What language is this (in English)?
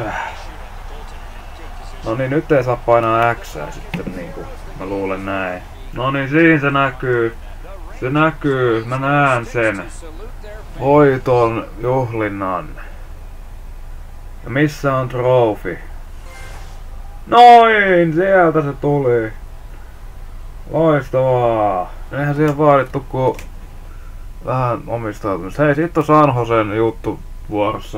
Finnish